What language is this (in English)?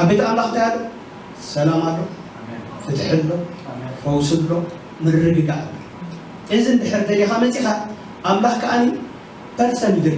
Tigrinya